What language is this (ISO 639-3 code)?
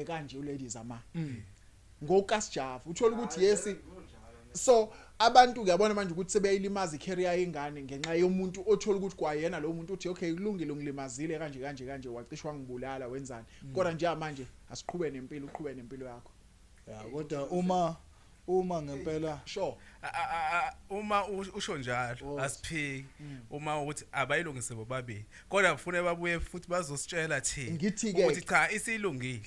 zul